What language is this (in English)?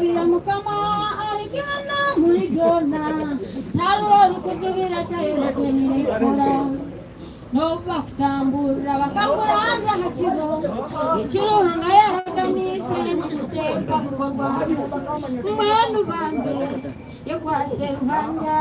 Nyankole